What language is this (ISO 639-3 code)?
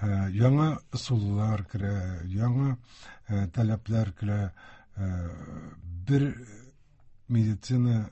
tat